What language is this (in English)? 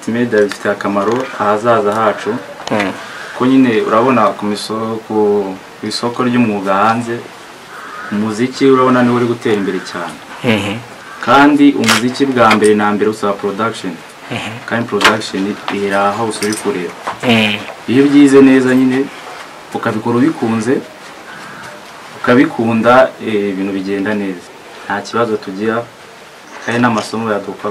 Kinyarwanda